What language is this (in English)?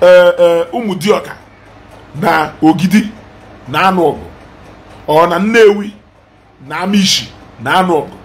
Igbo